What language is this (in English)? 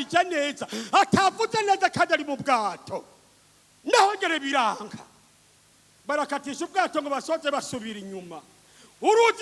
Rundi